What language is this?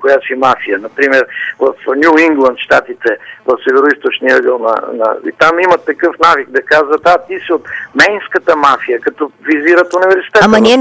Bulgarian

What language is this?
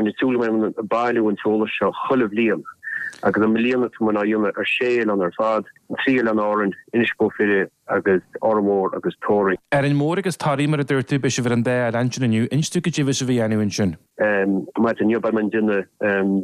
Irish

